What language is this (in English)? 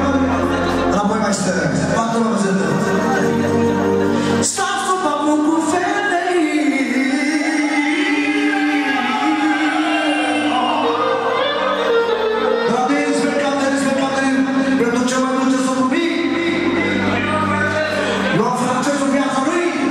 Romanian